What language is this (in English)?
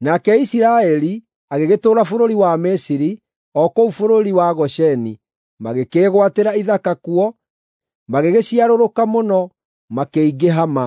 Kikuyu